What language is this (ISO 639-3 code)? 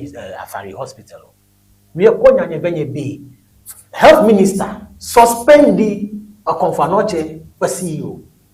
ewe